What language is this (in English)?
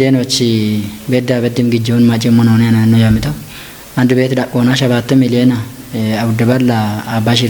Kafa